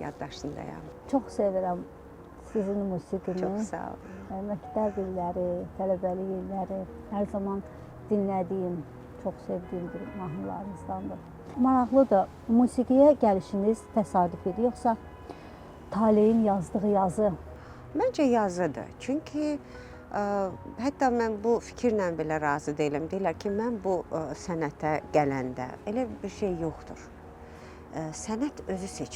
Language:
Azerbaijani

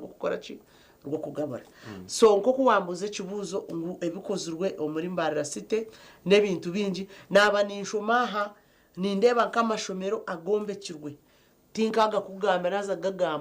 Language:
Nyankole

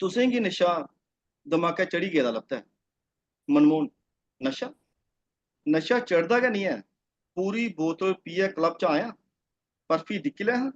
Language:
Dogri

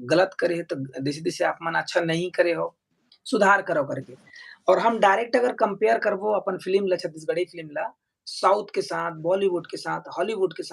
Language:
Chhattisgarhi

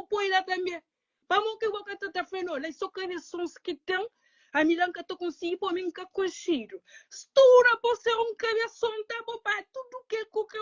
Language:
Kabuverdianu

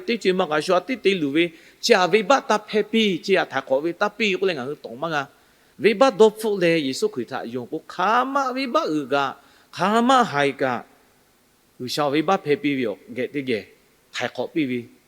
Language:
Lahu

